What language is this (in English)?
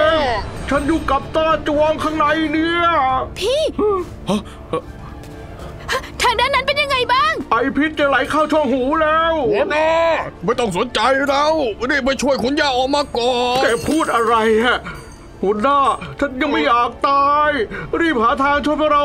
Thai